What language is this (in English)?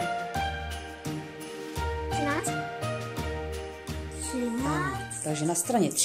Czech